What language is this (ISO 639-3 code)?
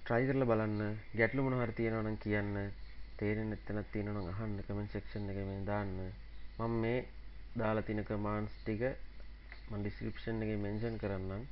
sin